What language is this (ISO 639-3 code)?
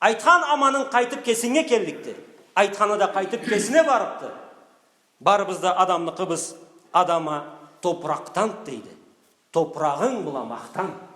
krc